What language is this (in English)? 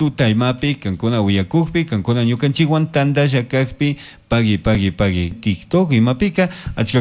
Chimborazo Highland Quichua